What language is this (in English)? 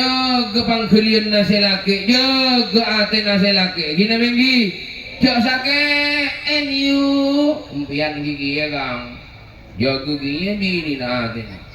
Madurese